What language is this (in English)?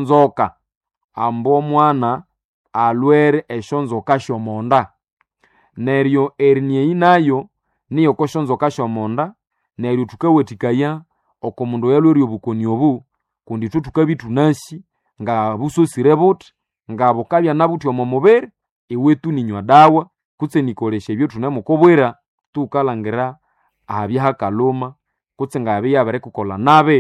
Nande